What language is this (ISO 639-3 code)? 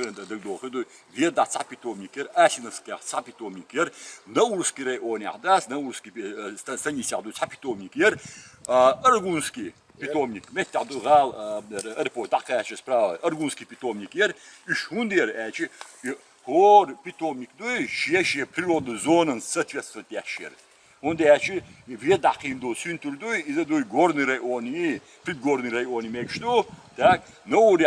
che